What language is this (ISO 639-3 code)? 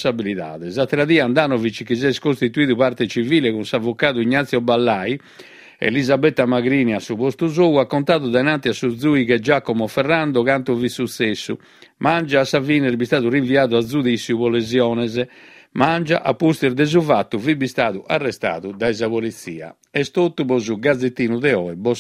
srd